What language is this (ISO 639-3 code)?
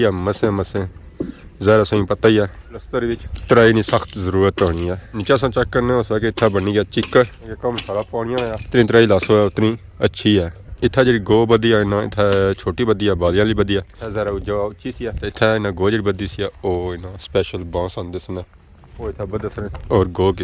phr